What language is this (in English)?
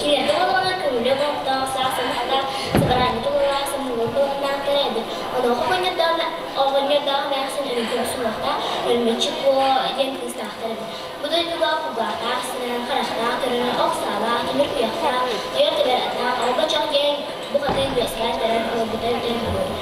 Yakut